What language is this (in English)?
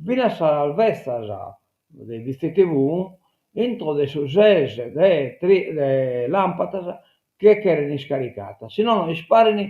Sardinian